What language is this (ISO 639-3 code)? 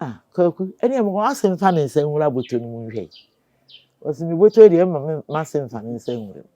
aka